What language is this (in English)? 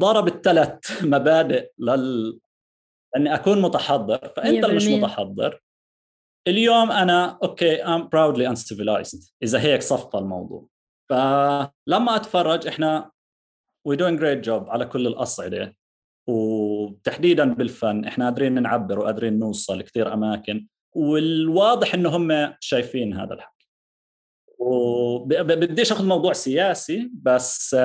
North Levantine Arabic